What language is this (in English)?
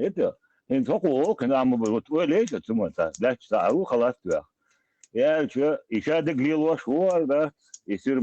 Chechen